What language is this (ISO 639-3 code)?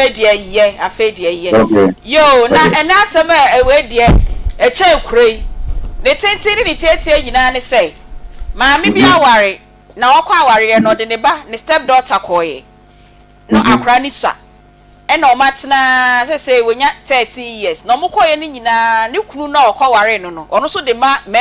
aka